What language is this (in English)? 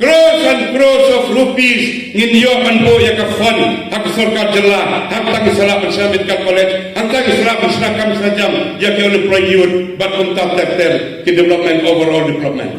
Khasi